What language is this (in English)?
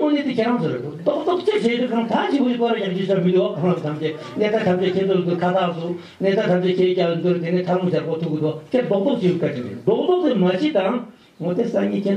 Tibetan